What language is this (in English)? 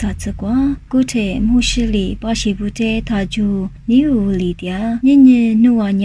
Lisu